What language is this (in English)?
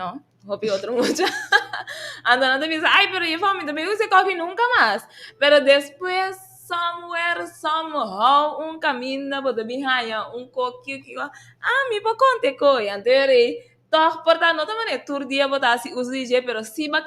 Papiamento